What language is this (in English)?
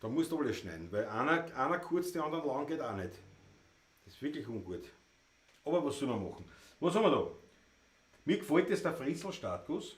Bavarian